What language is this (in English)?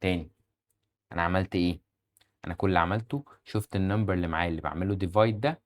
Egyptian Arabic